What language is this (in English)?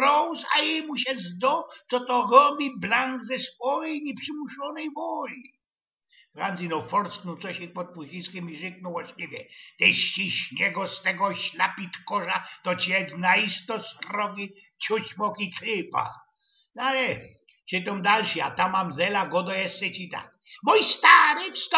Silesian